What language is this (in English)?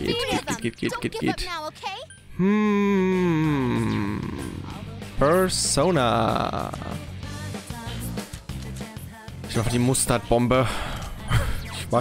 German